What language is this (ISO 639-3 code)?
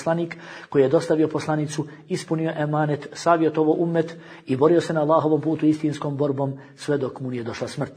bos